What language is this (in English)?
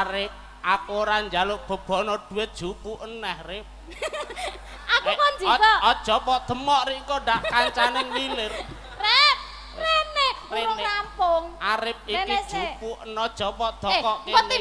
Javanese